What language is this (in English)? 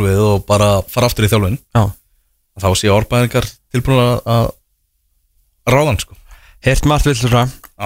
Icelandic